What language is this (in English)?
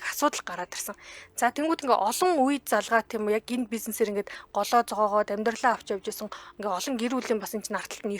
Mongolian